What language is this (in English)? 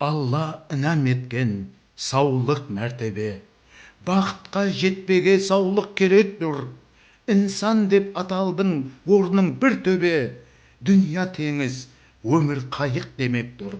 Kara-Kalpak